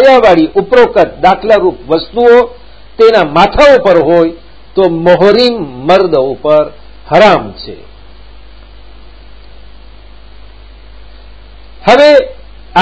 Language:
Gujarati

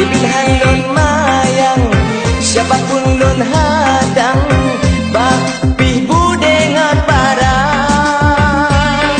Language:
Achinese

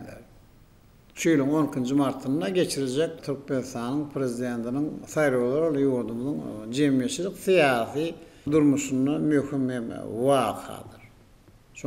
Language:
Turkmen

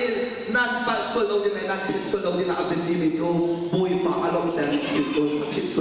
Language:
Hakha Chin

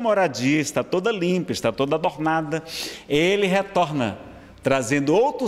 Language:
Portuguese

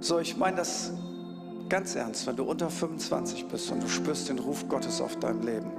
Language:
Swiss German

